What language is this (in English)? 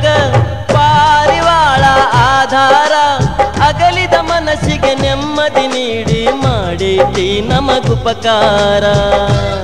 Kannada